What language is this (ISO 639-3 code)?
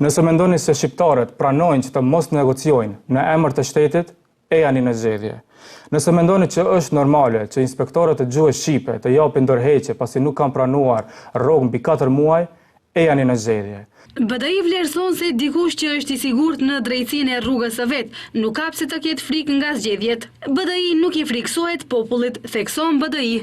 sqi